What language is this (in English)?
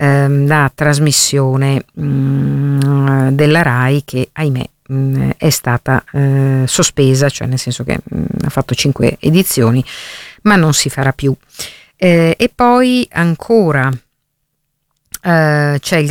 Italian